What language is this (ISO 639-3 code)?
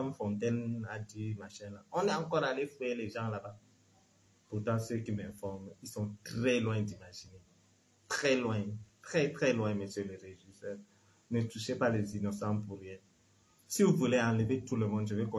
fra